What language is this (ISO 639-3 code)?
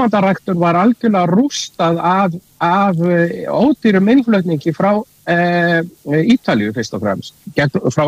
isl